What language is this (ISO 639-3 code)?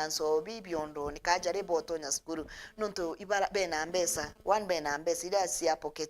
mer